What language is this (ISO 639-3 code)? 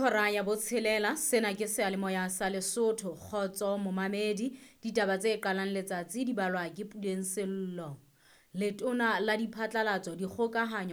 sot